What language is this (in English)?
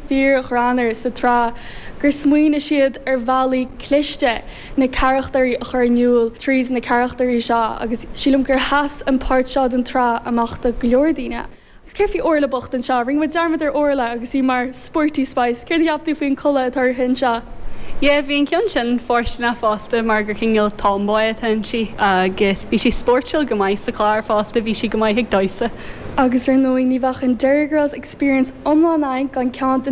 Irish